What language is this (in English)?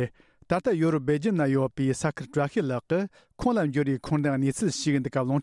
Tibetan